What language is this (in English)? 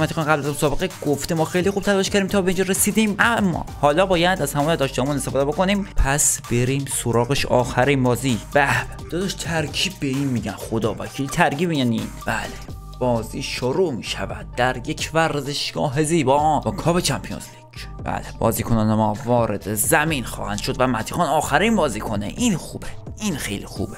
Persian